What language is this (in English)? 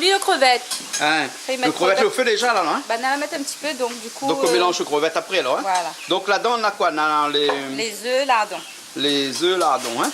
Réunion Creole French